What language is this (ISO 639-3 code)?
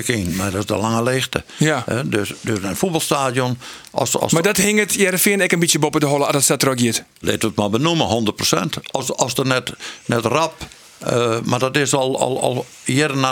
fry